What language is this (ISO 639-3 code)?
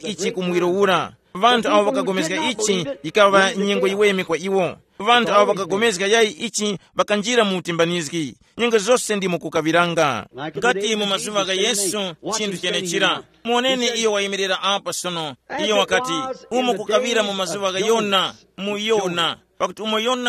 tum